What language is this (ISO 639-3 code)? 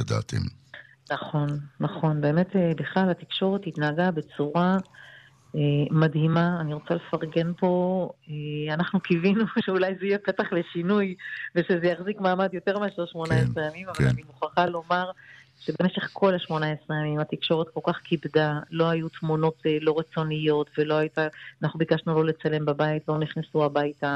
heb